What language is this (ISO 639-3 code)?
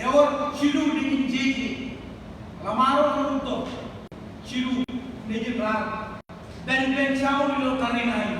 mah